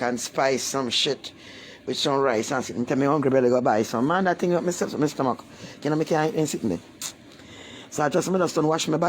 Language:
Jamaican Creole English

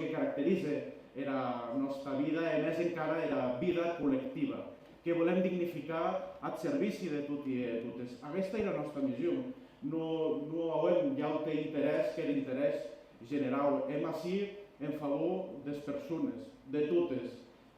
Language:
Occitan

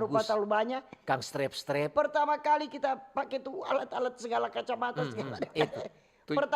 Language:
Manado Malay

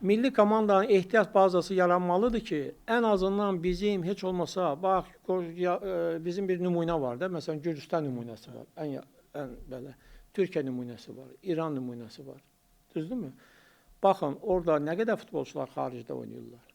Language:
Azerbaijani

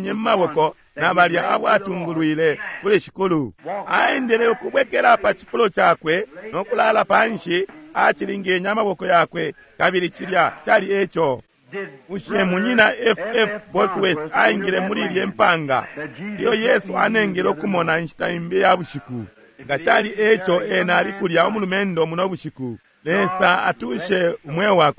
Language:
Bemba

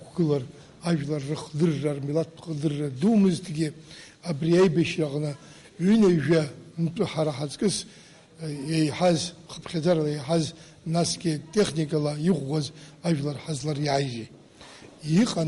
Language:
Abkhazian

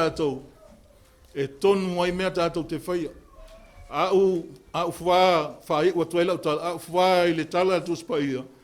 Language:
Samoan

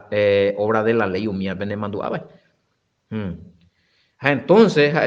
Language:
Guarani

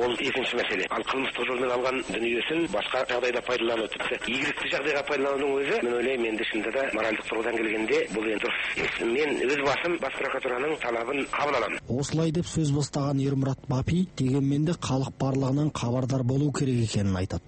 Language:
Kazakh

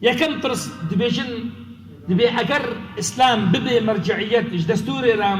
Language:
Kurdish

